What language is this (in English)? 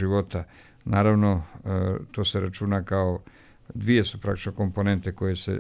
Serbian